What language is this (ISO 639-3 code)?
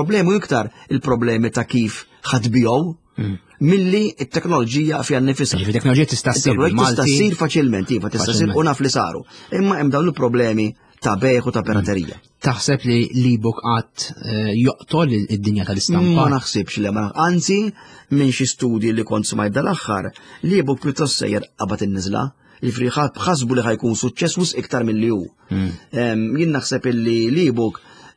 mlt